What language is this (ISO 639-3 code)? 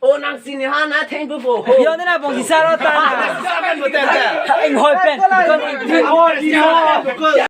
mjw